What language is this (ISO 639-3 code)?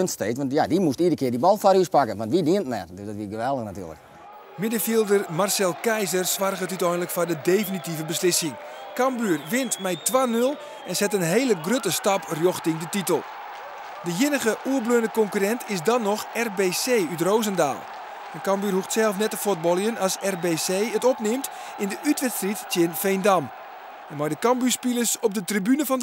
fry